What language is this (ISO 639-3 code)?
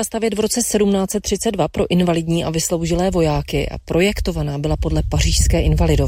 ces